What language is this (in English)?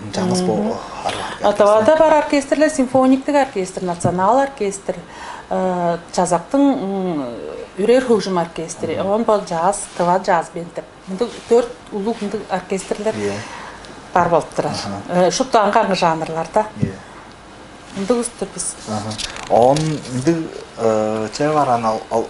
Tuvinian